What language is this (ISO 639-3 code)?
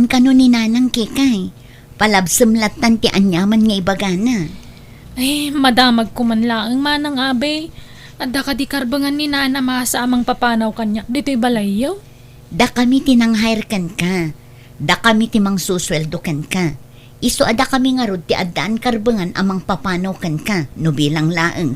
ilo